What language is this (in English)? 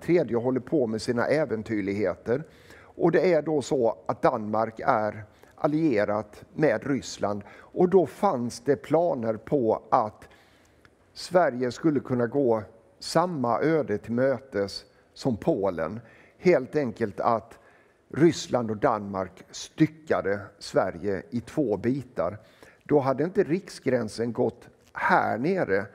Swedish